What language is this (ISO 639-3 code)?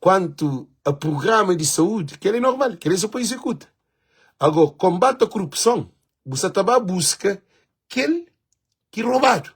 kea